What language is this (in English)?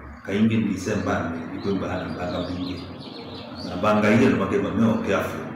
Kamba